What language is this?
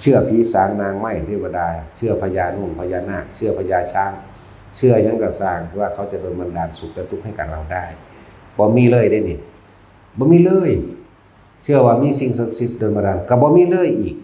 Northeastern Thai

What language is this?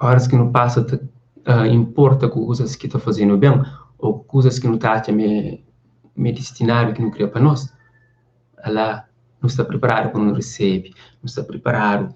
Kabuverdianu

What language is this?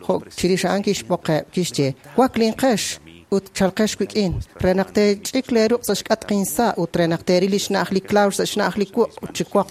Kekchí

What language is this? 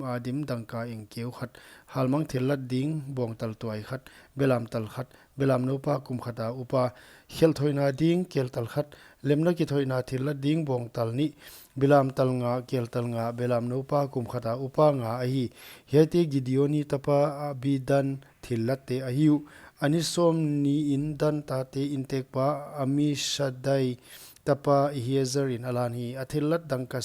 Paite Chin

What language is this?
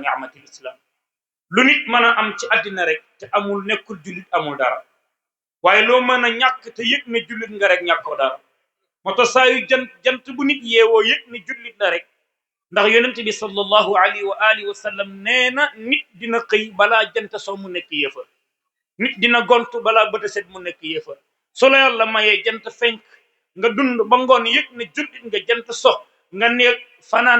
Wolof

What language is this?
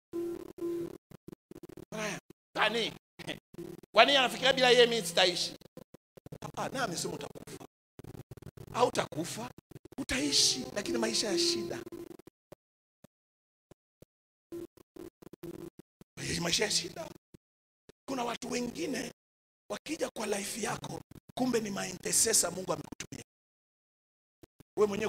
Swahili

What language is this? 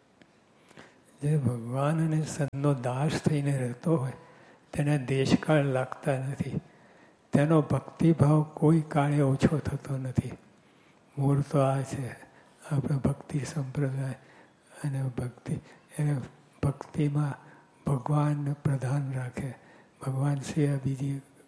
Gujarati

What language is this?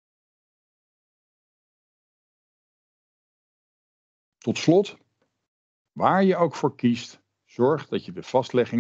Dutch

